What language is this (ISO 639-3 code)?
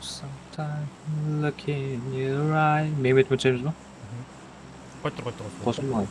kaa